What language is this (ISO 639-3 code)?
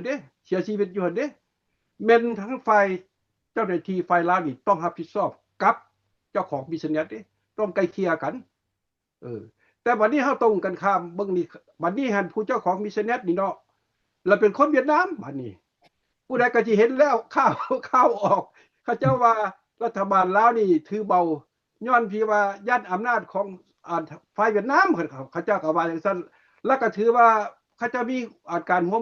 lao